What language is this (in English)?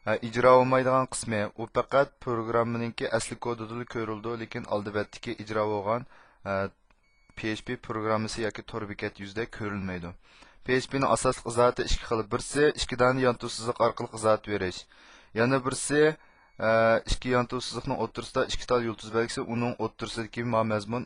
Uyghur